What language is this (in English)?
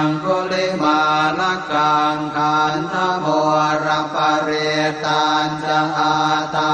Pali